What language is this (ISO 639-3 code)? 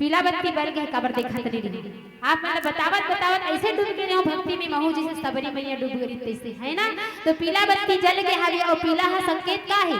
hne